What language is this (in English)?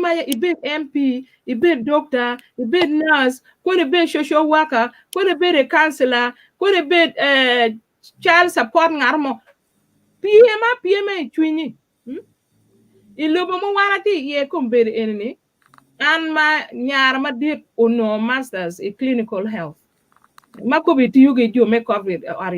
Acoli